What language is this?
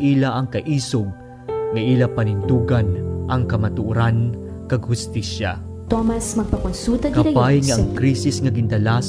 Hiligaynon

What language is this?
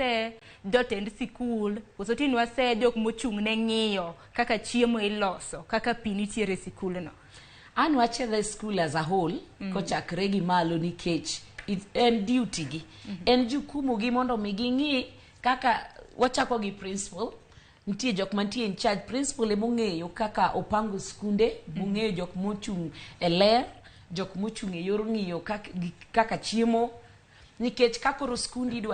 Luo (Kenya and Tanzania)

